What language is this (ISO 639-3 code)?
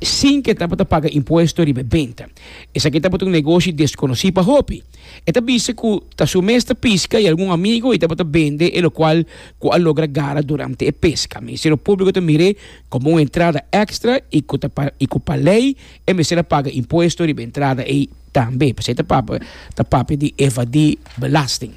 pap